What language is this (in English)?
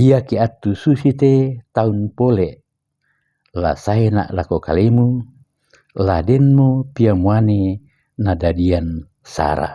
Toraja-Sa'dan